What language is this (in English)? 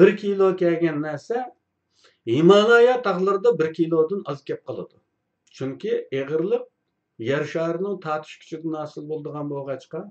Uyghur